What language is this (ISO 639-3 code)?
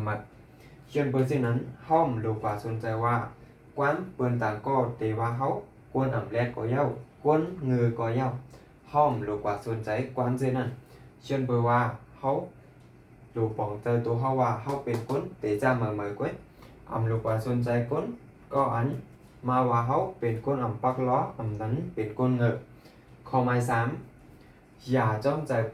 shn